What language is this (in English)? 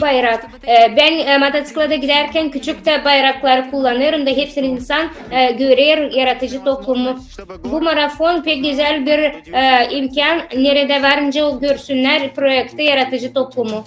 Gagauz